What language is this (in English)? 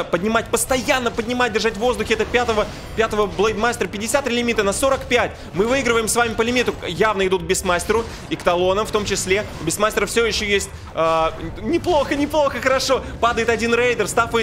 Russian